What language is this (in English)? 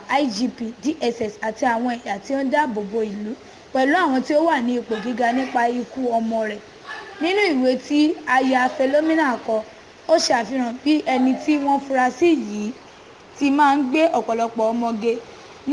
Yoruba